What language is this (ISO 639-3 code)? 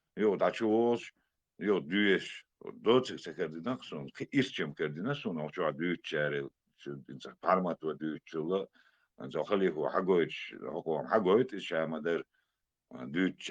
che